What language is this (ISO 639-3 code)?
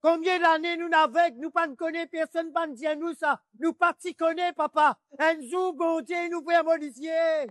mfe